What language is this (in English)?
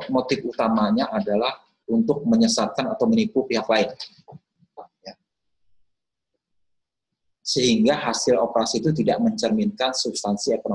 Indonesian